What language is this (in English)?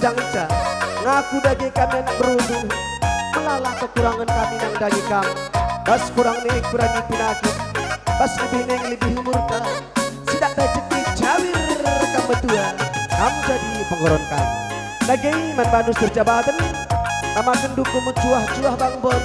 Batak Karo